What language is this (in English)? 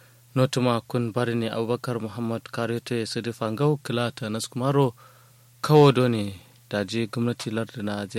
Kanuri